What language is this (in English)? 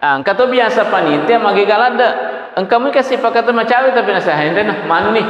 Buginese